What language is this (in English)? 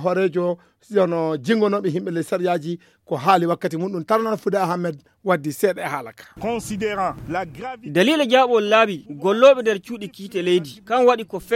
Fula